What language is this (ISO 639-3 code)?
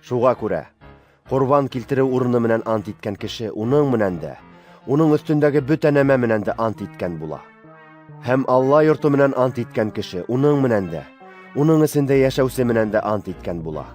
bak